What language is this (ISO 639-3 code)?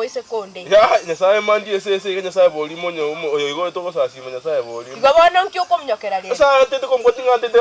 guz